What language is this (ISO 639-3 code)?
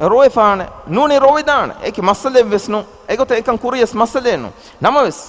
div